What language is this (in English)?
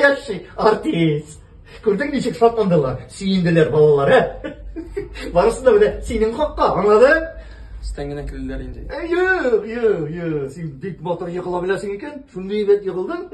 Tatar